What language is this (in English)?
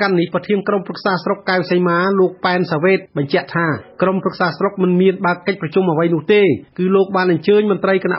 Khmer